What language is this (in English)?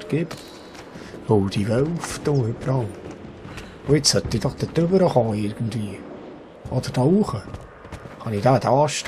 Swiss German